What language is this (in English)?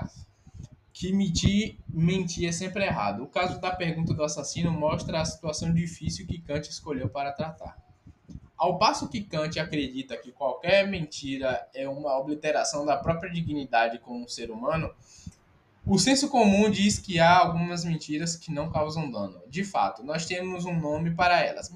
Portuguese